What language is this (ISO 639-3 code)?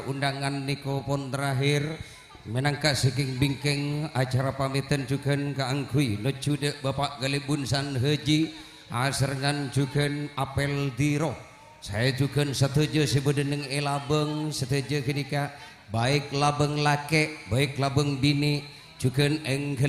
mad